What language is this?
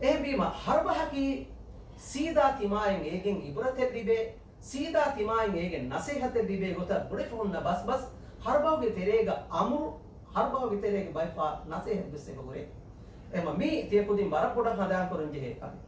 Divehi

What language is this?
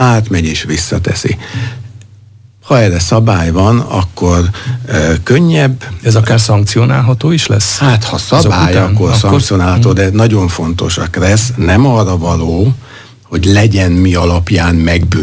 Hungarian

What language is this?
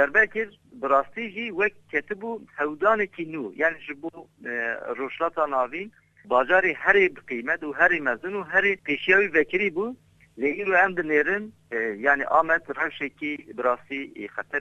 Kurdish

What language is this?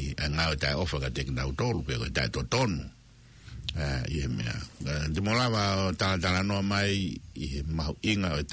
Tongan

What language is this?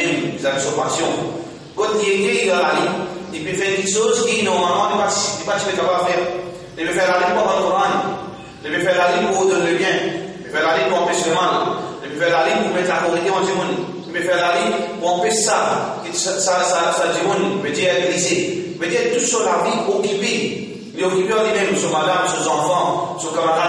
Morisyen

